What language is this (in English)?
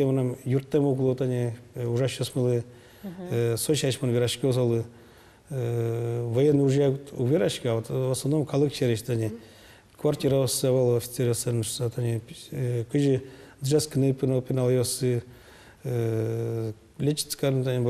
Udmurt